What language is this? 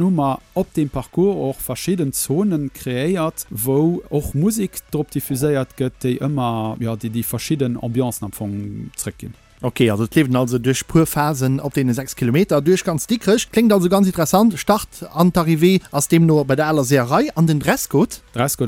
Luxembourgish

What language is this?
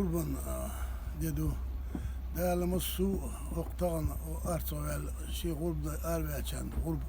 Chechen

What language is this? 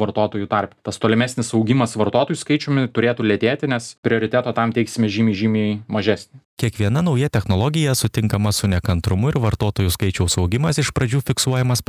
Lithuanian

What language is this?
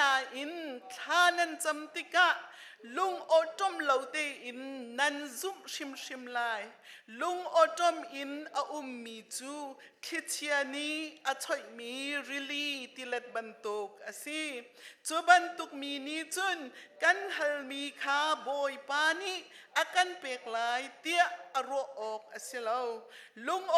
Hakha Chin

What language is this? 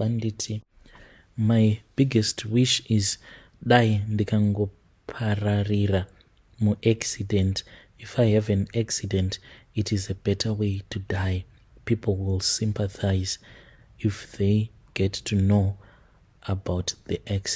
Shona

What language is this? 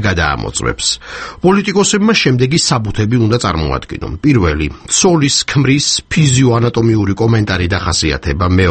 Georgian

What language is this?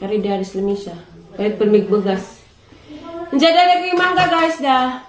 Cebuano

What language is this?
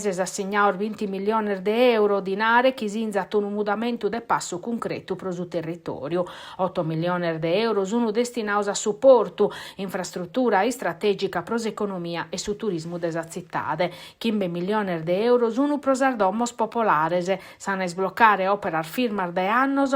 Sardinian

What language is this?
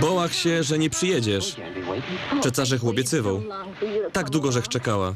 Silesian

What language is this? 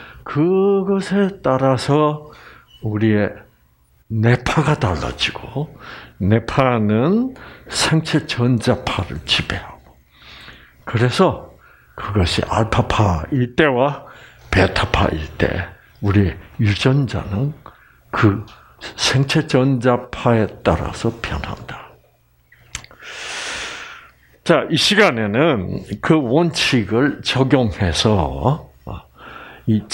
Korean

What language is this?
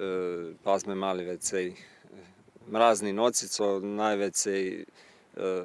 Rusyn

